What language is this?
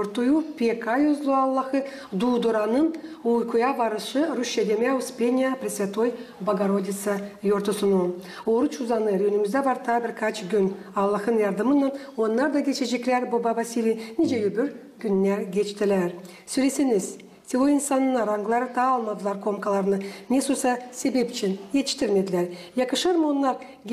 Gagauz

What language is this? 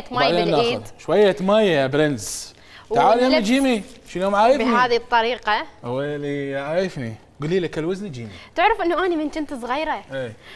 Mesopotamian Arabic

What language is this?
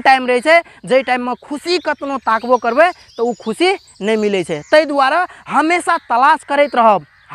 Maithili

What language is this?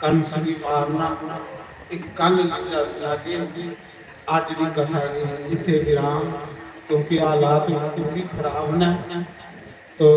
Dogri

